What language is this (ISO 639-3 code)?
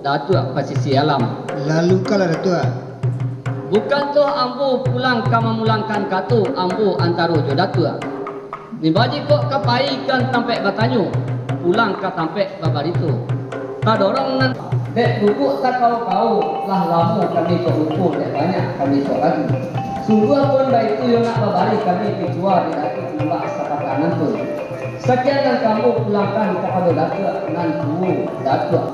min